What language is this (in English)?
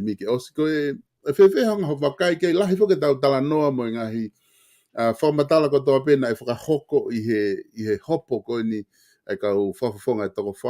Tongan